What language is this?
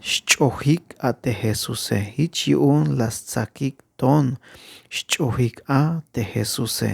Tzeltal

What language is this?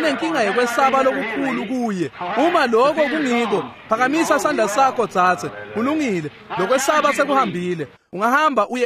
Swati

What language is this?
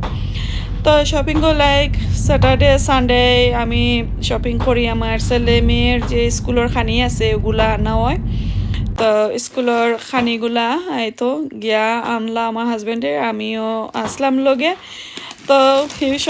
Sylheti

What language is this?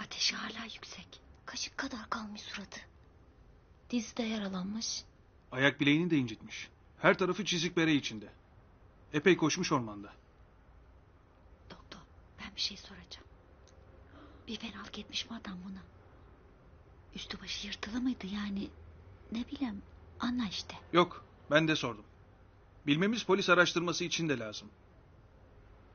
Turkish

